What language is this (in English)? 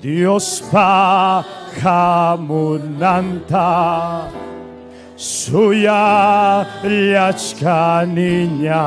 Ayacucho Quechua